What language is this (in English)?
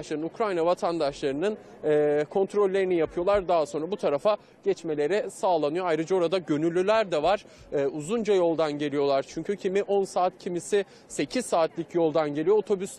Turkish